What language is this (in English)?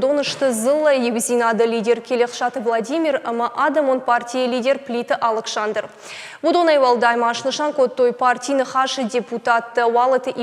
Ossetic